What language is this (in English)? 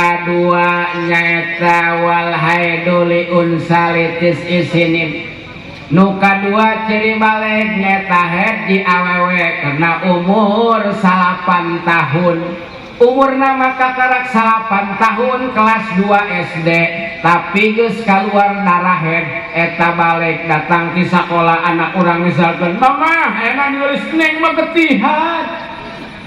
Sundanese